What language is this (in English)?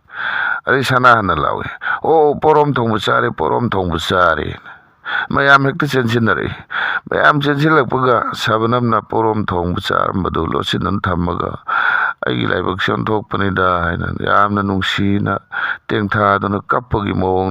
Manipuri